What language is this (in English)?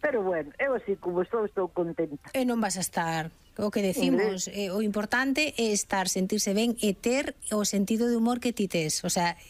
Galician